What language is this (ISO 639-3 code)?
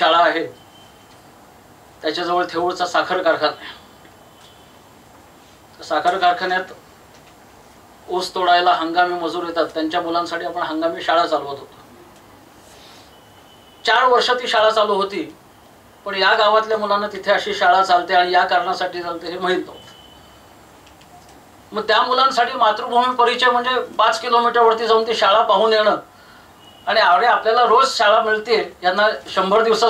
mar